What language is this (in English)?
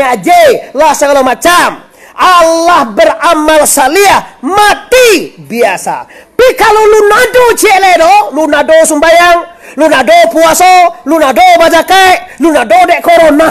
Minangkabau